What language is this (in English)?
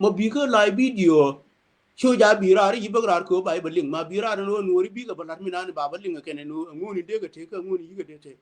Nuer